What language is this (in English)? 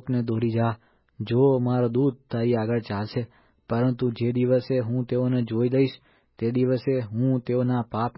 Gujarati